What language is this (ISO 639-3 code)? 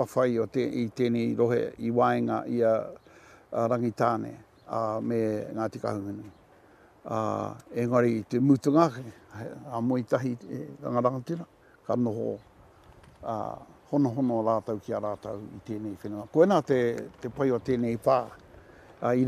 mri